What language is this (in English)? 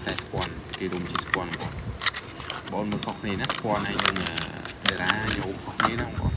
Khmer